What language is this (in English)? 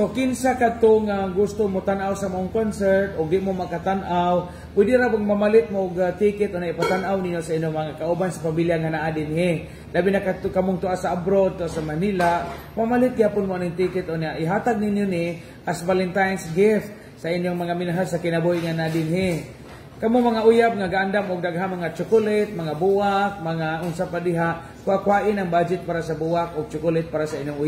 Cebuano